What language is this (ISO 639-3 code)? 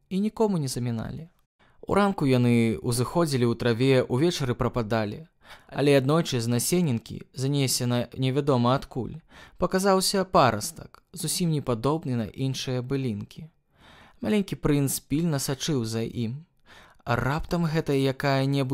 bel